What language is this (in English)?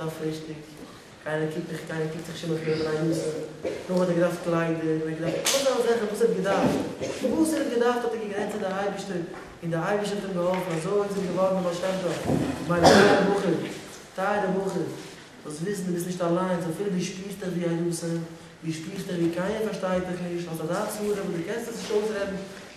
Yiddish